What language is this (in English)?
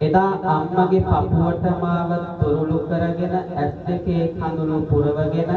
Sinhala